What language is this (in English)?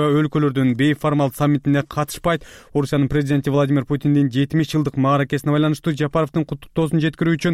Kyrgyz